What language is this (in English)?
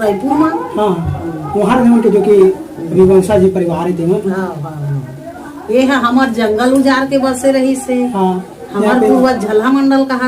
Chhattisgarhi